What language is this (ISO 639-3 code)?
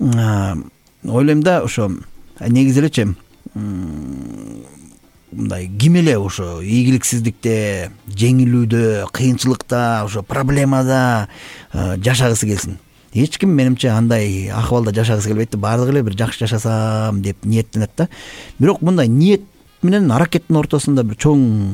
kir